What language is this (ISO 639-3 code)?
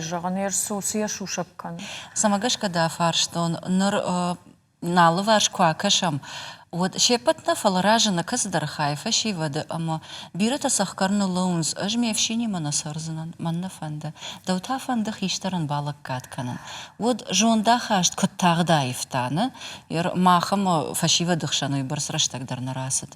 oss